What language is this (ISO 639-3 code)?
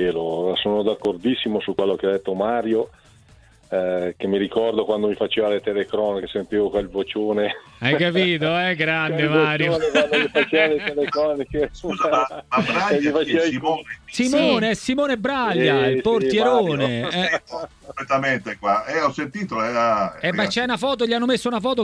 ita